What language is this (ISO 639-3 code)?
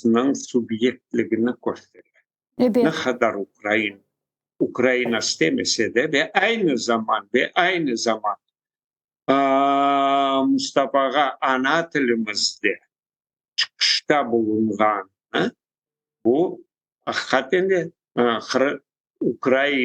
crh